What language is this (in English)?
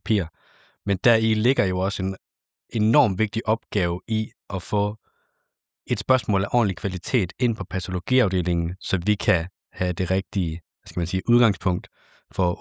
Danish